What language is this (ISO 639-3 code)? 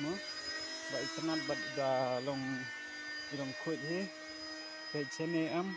kha